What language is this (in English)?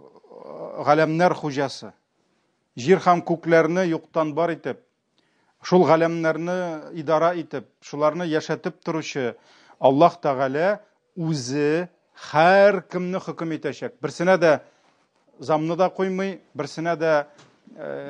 Tatar